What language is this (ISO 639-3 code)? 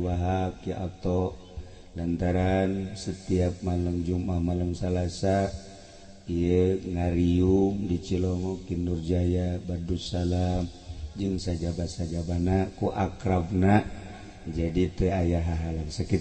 sun